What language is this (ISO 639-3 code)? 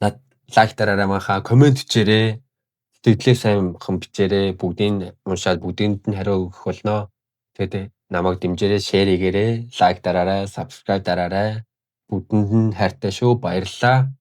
mon